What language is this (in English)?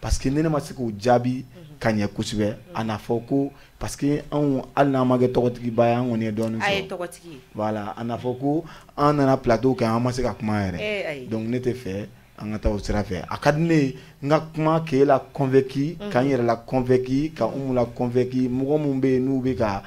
Bambara